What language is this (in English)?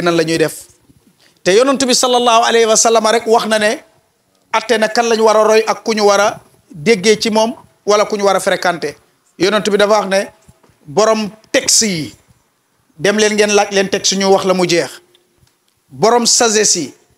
Wolof